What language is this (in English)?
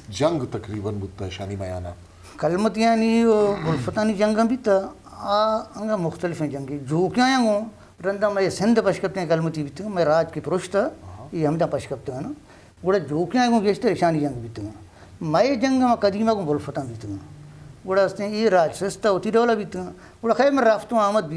Eastern Balochi